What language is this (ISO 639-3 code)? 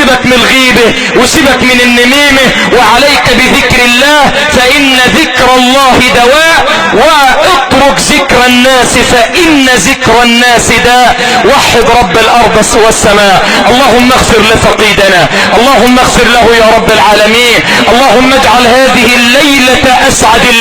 arz